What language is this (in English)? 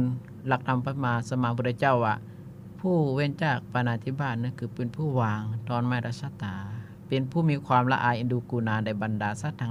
Lao